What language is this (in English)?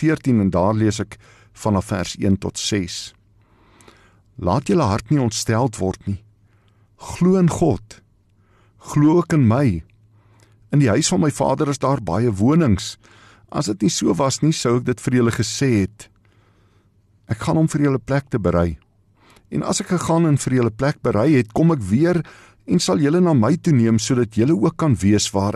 Afrikaans